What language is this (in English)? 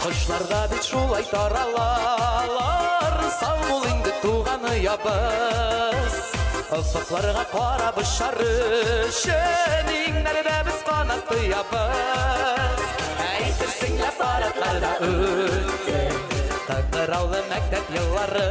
Bashkir